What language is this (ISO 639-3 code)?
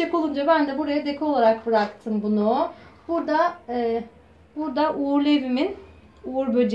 tur